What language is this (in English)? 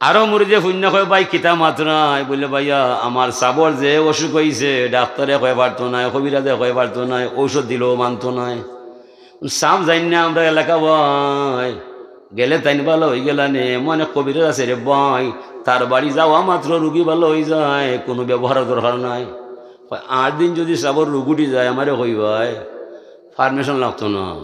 Sylheti